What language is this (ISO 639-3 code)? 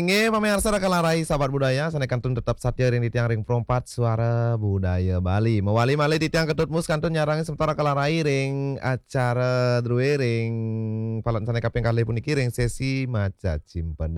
ban